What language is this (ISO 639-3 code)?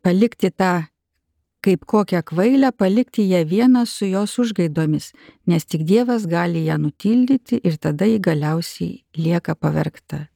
lit